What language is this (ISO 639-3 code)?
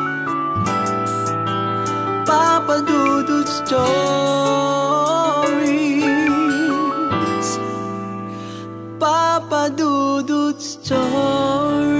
fil